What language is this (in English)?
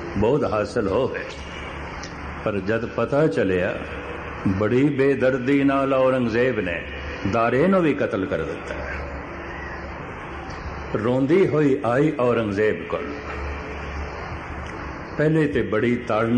Punjabi